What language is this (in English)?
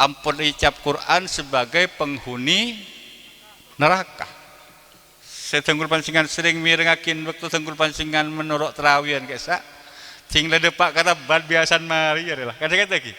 Madurese